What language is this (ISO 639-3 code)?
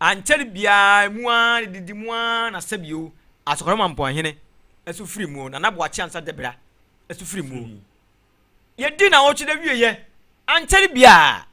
aka